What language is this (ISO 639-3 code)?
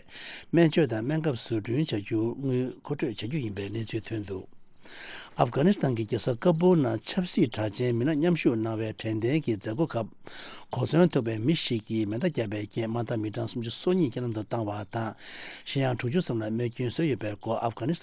bod